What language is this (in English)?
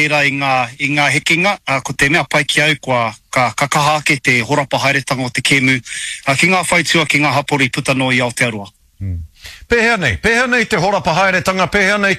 Māori